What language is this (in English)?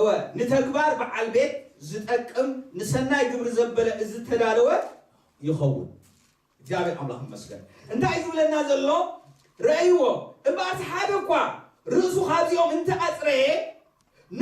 Tigrinya